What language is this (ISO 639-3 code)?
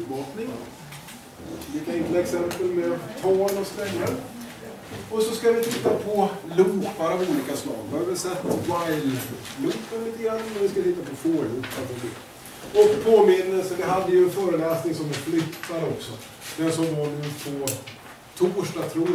swe